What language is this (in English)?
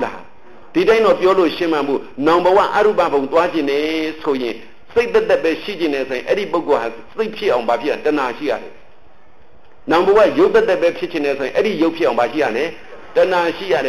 Burmese